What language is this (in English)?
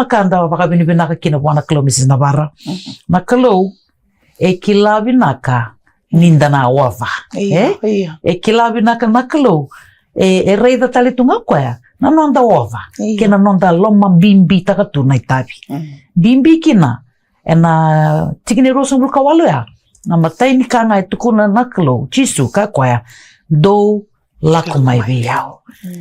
Fijian